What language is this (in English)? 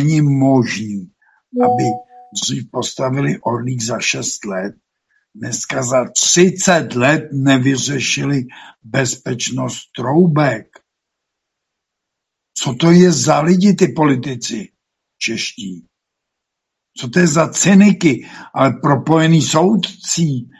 Czech